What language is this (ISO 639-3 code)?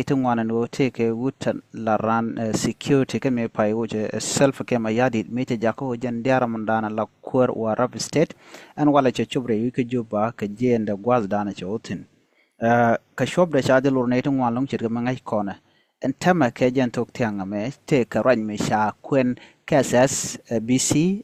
nus